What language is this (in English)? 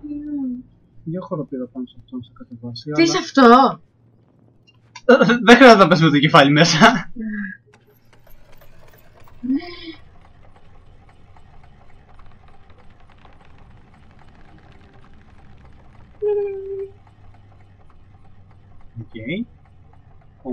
Greek